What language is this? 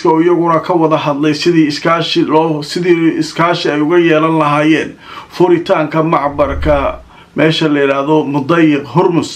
Somali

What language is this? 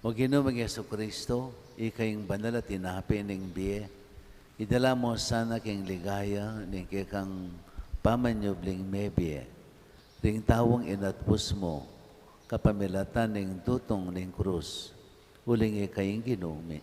Pampanga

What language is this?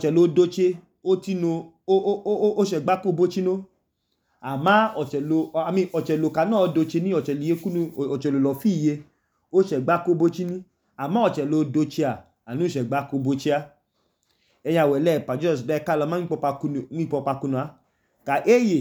Idoma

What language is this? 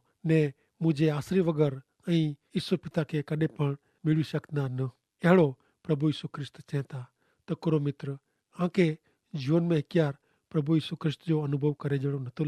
Kachhi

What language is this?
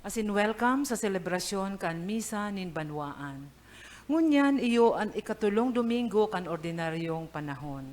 Bikol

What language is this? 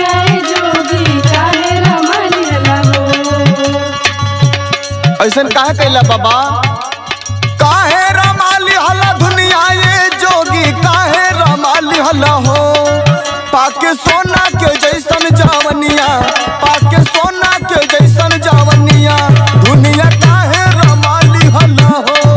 Bhojpuri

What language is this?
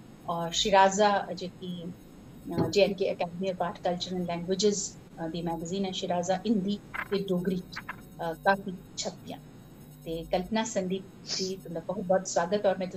Dogri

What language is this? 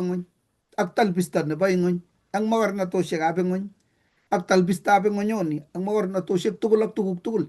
Kalenjin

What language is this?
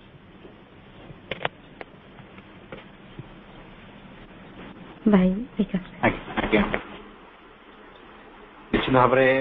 Odia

